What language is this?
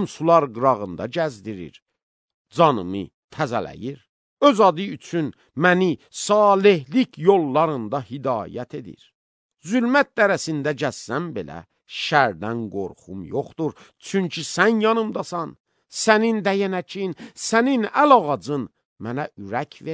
Azerbaijani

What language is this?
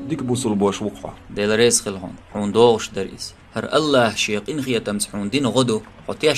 Chechen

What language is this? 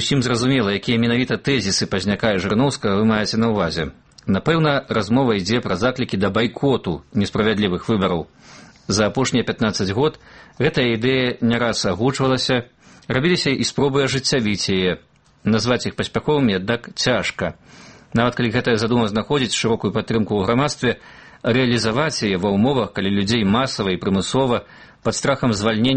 Belarusian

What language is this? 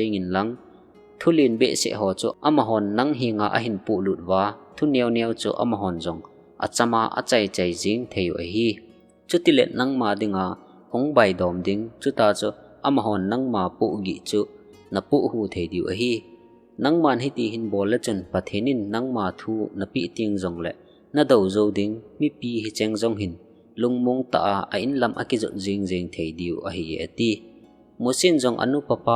Thado Chin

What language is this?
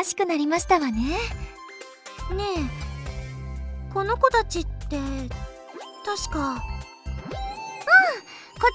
Japanese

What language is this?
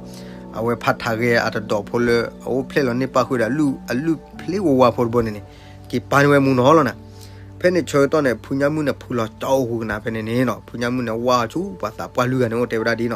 S'gaw Karen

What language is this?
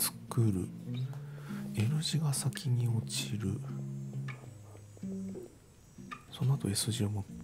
Japanese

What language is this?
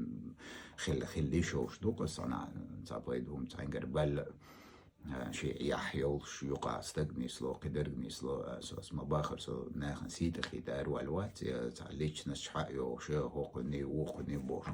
Chechen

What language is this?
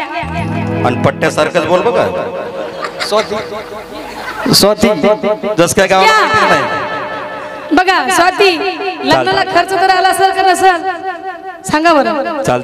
Marathi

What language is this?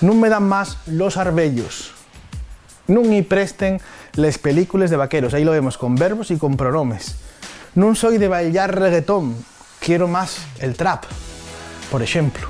Asturian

